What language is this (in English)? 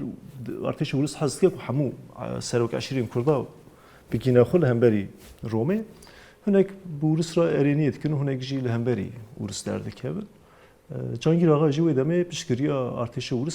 Kurdish